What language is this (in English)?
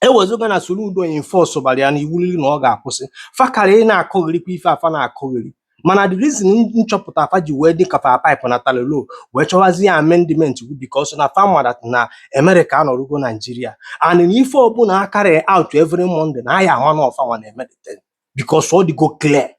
Igbo